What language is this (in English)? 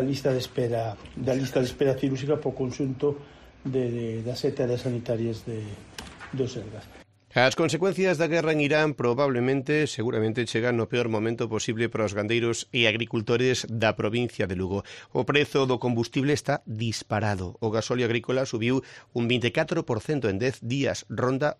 Galician